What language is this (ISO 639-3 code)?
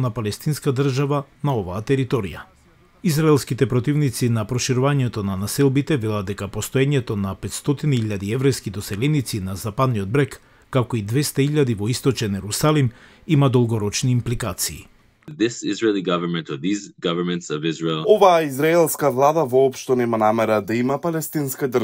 mkd